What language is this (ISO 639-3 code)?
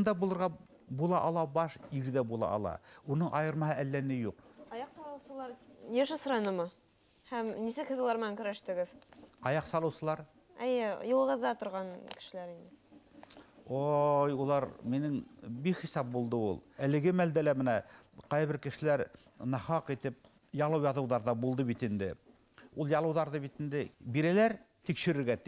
bak